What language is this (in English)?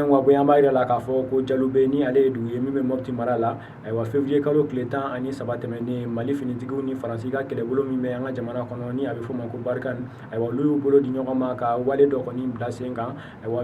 Bambara